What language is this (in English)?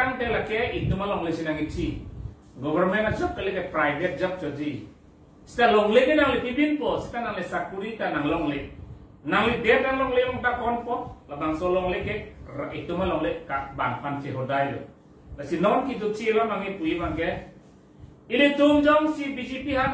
Karbi